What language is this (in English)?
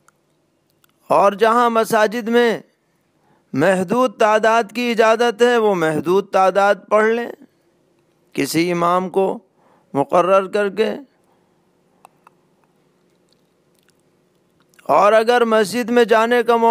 Urdu